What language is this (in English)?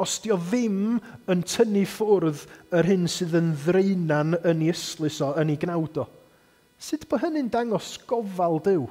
Welsh